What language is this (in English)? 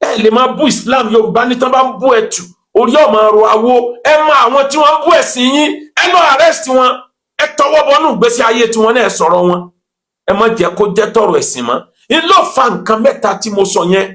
Yoruba